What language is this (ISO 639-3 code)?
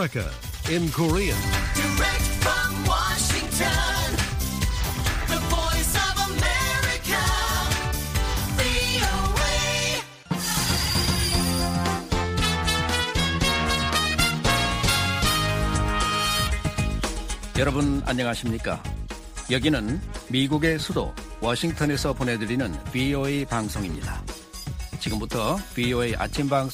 kor